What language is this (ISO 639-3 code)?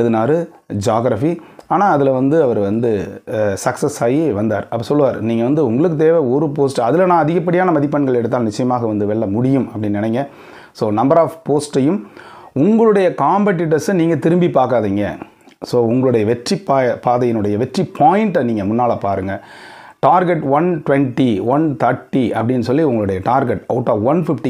tam